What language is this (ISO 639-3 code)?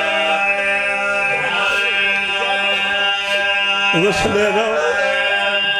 urd